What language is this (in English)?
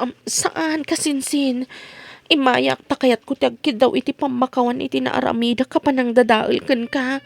Iloko